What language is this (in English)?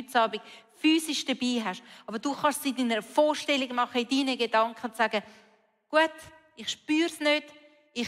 Swiss German